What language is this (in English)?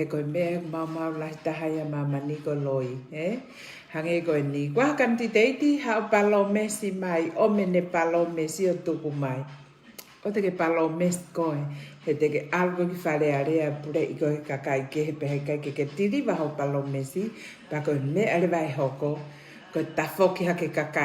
Tongan